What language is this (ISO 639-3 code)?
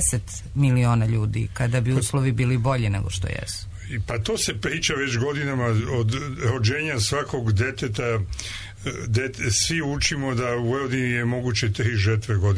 srp